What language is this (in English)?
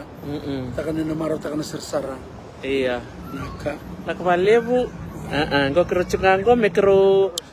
Fijian